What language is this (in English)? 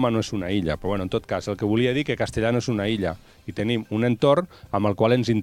Catalan